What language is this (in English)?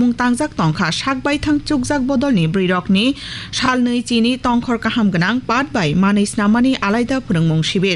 Kok Borok